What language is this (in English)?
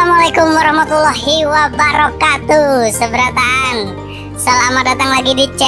Banjar